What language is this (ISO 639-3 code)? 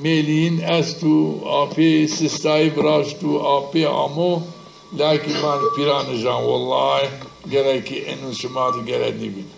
zza